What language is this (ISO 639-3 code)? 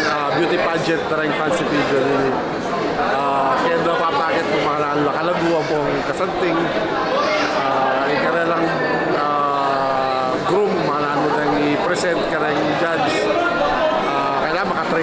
pam